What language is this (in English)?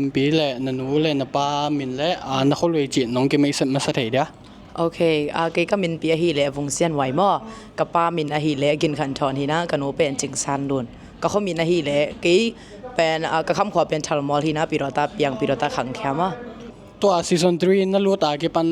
Tedim Chin